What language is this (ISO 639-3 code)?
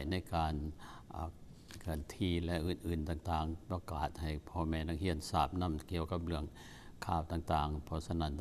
lao